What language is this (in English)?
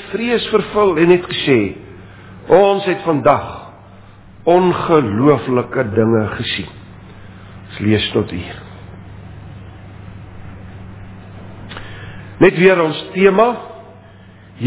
Afrikaans